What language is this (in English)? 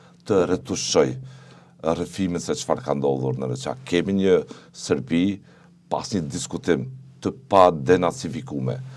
Albanian